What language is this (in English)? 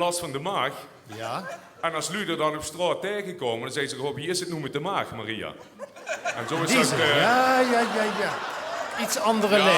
Limburgish